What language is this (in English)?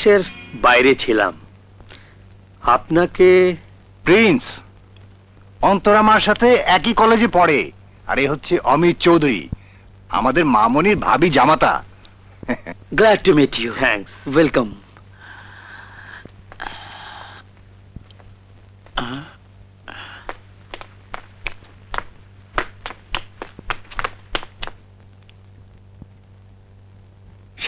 Bangla